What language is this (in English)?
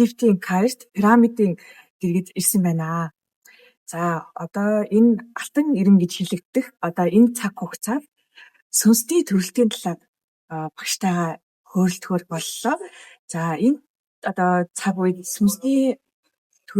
Mongolian